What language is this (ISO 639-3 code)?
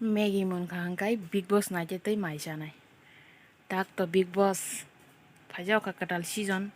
trp